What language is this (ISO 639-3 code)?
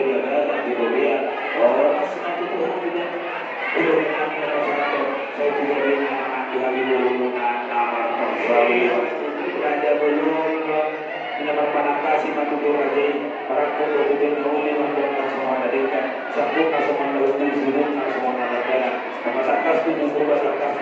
bbc